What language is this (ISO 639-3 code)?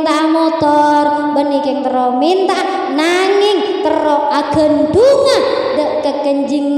mad